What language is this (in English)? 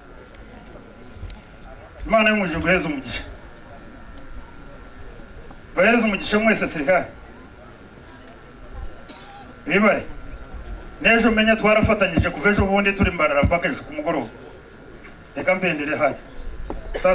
Kinyarwanda